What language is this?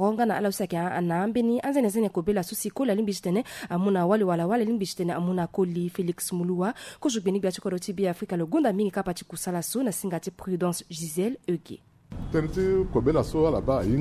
Sango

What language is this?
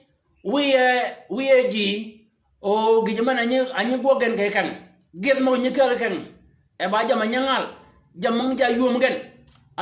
Shilluk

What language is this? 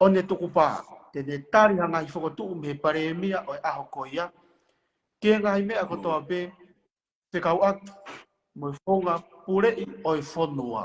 Tongan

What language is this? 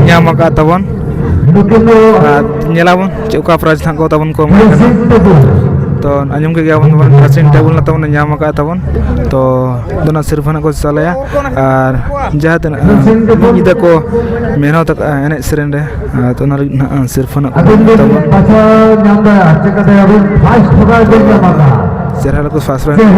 Santali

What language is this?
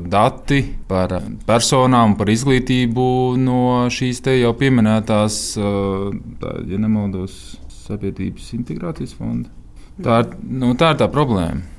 Latvian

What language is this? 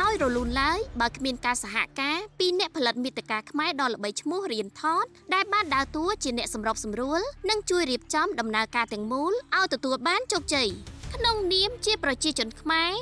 Khmer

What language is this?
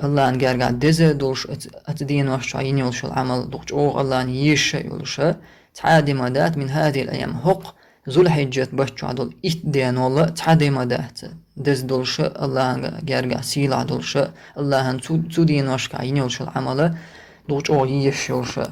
Chechen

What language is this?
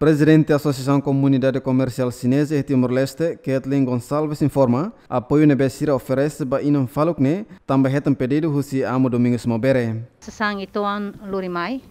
Tetum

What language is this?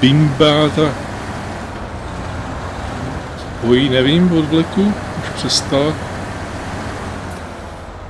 Czech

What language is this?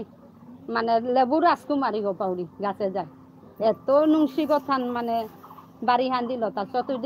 Bishnupriya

